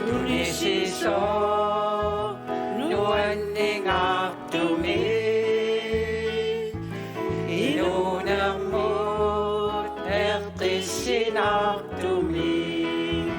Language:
Kalaallisut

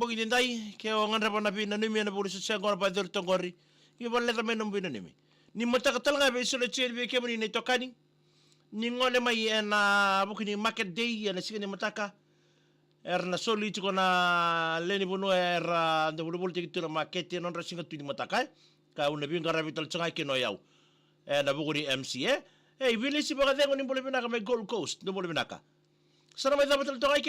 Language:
Fijian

